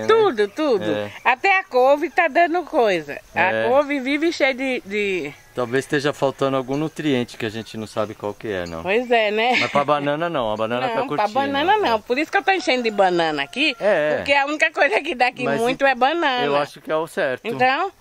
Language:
Portuguese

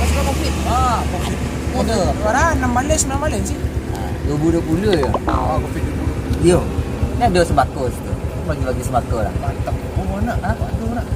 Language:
Minangkabau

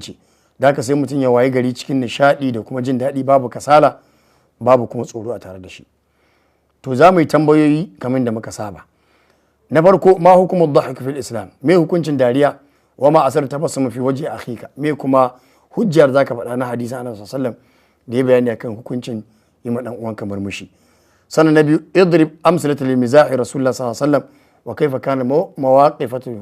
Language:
Hausa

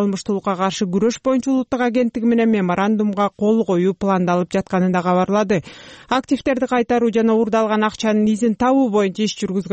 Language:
Kyrgyz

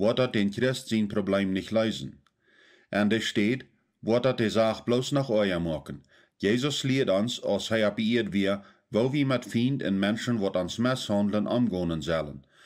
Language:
Plautdietsch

